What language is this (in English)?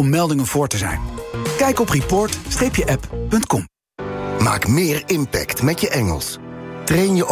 Dutch